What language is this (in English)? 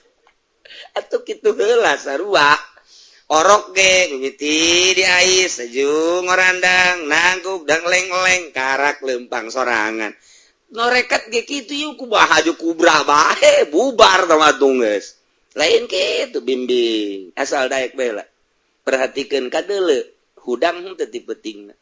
Sundanese